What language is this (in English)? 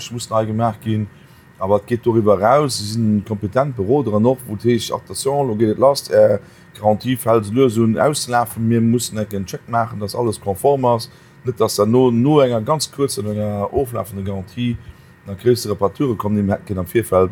Luxembourgish